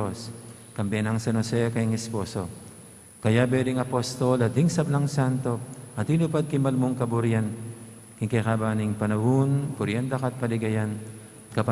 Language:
Pampanga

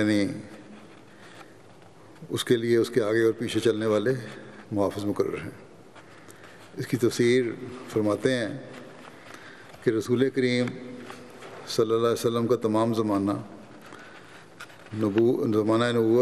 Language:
Urdu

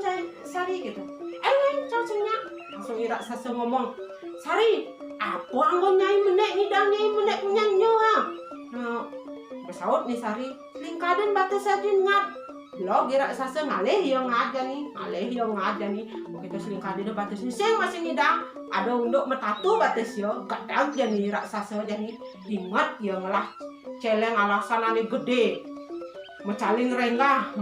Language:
Balinese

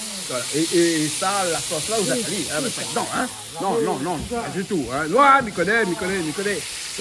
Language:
Réunion Creole French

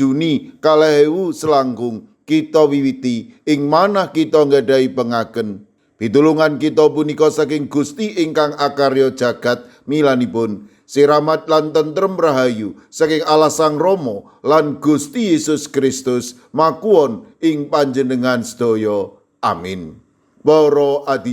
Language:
Javanese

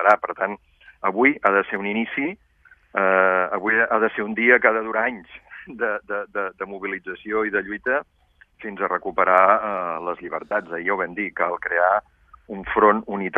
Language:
Catalan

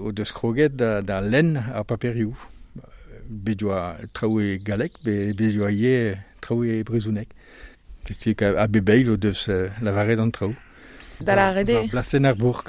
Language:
Breton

